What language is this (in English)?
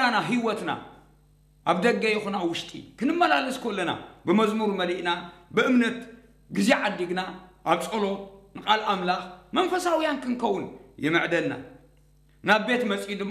Tigrinya